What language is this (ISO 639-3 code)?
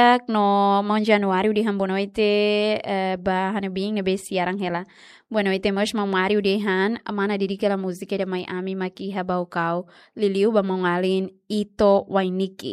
tet